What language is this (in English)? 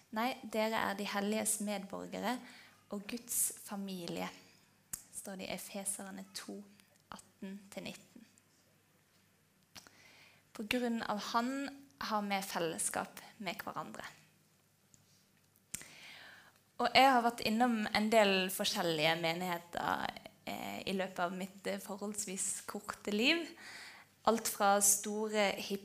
Norwegian